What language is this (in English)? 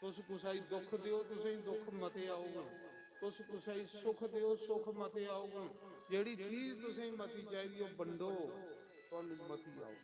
Dogri